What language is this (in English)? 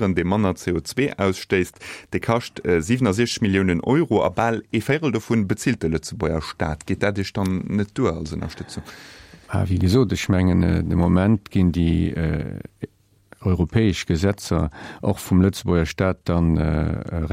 Luxembourgish